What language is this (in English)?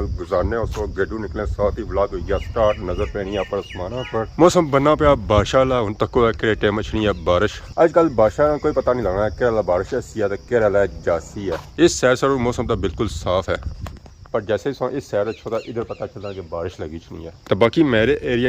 Pahari-Potwari